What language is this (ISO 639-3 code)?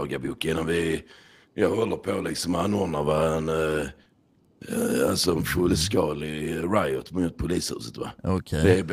swe